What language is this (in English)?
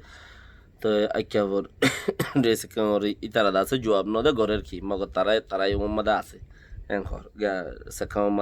Rohingya